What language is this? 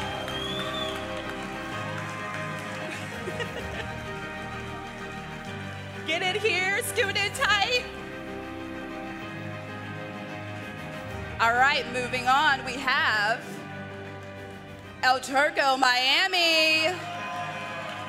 English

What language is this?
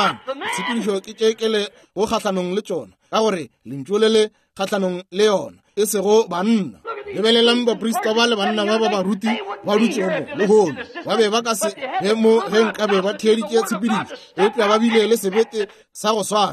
Northern Sotho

